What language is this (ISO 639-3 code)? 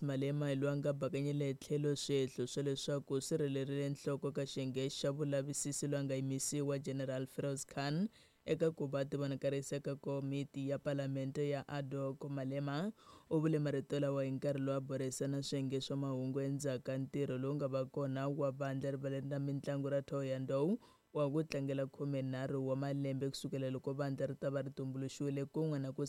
tso